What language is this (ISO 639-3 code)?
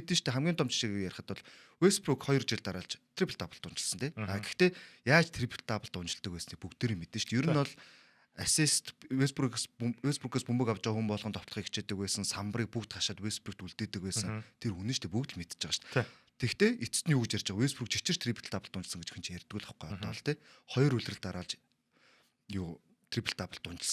mon